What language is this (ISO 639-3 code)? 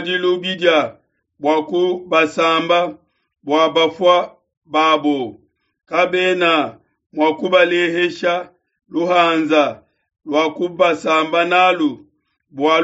lua